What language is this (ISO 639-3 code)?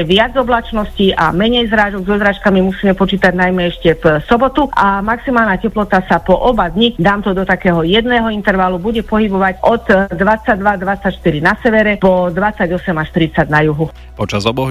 slk